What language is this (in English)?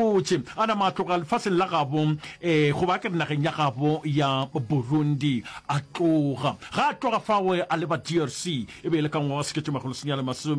Northern Sotho